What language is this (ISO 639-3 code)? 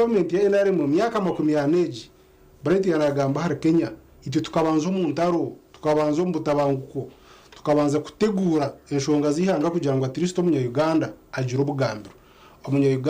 nyn